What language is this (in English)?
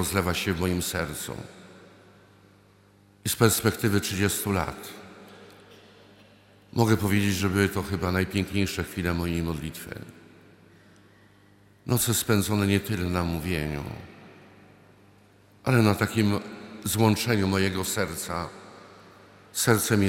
Polish